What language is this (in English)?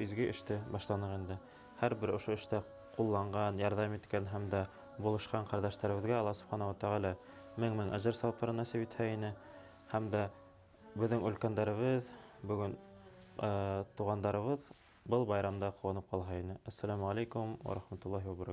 Bashkir